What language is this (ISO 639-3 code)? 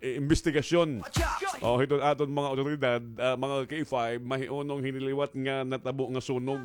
war